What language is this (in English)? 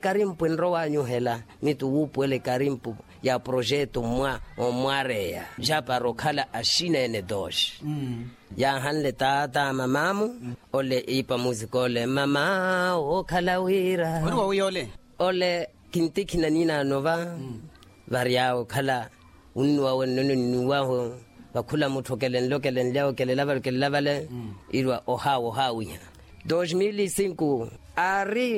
Makhuwa